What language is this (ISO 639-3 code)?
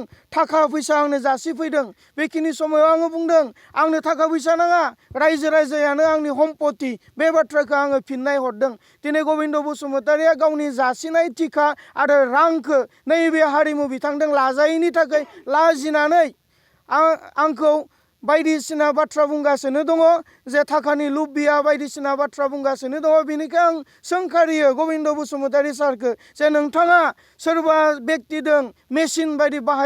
brx